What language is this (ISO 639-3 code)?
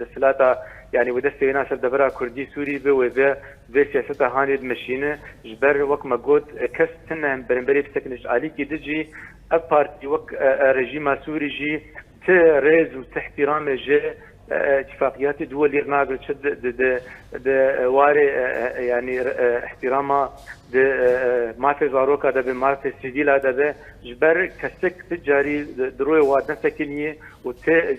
kur